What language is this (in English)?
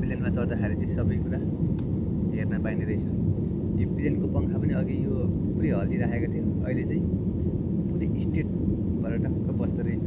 Nepali